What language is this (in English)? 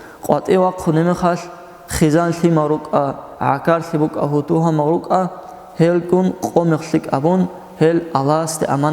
Avaric